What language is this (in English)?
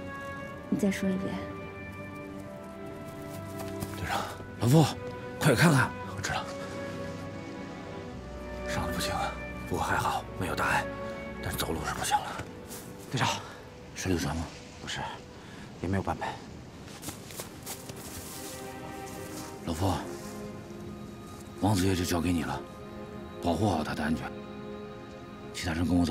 Chinese